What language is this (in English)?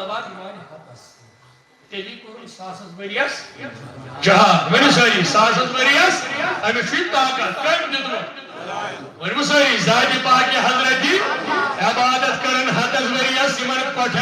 Kashmiri